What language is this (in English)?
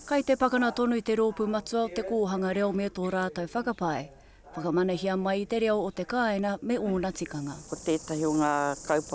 Māori